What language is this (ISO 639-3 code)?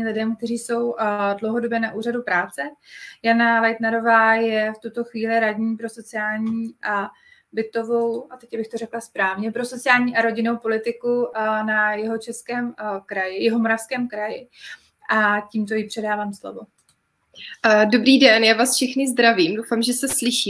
ces